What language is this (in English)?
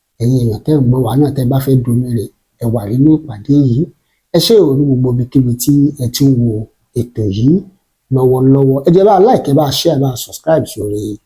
Yoruba